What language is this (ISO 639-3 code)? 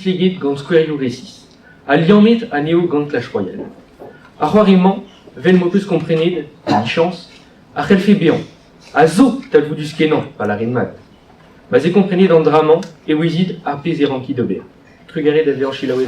bre